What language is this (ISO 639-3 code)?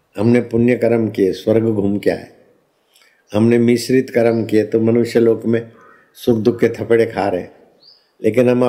hin